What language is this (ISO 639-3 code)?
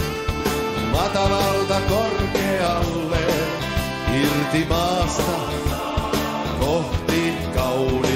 fin